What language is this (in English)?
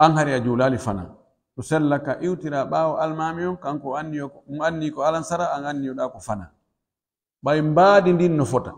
Pular